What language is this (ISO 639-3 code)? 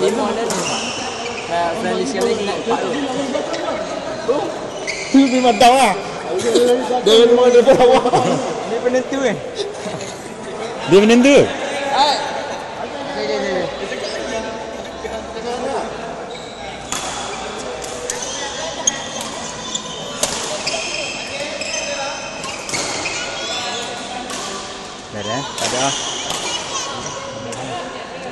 msa